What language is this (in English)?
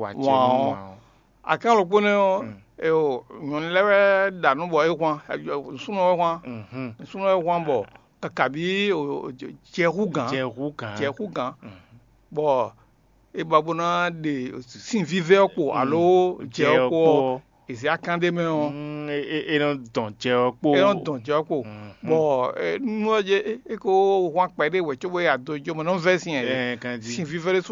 Fon